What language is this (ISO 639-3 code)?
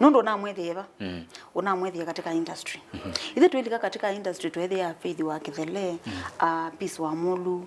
kam